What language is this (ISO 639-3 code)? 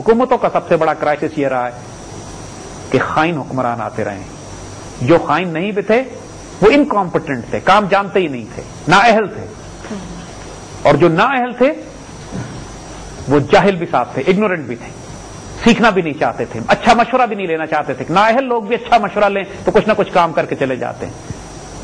urd